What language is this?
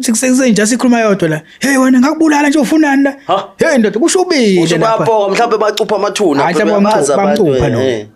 Zulu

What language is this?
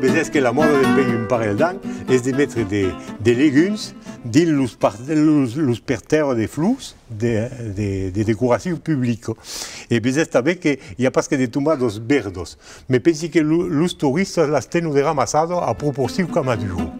Occitan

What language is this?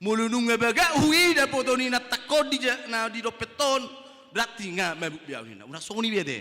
Batak Toba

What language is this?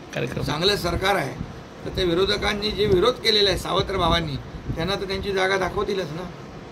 Marathi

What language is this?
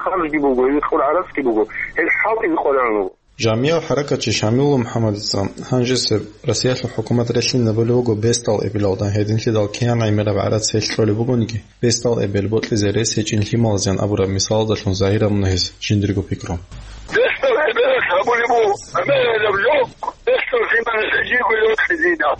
Avaric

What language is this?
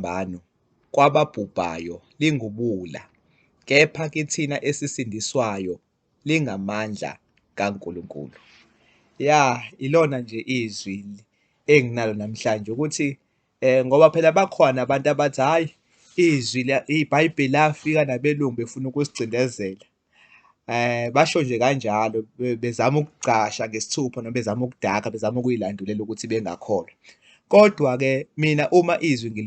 Zulu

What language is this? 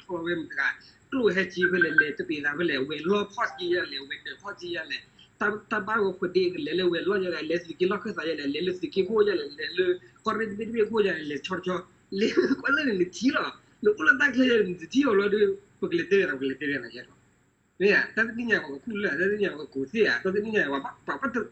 S'gaw Karen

